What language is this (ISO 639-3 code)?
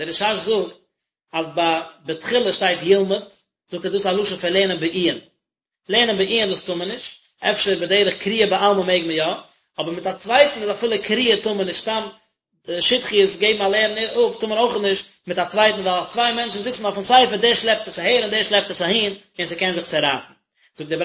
yid